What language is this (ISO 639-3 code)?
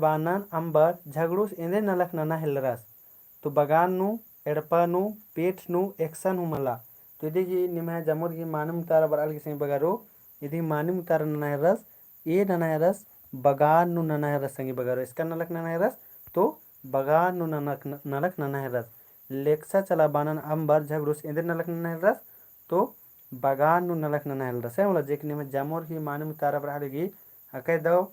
kru